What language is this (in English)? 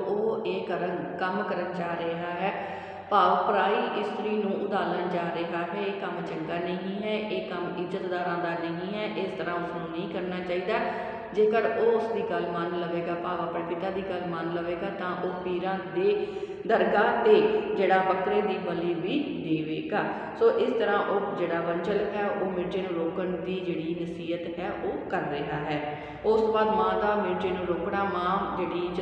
Punjabi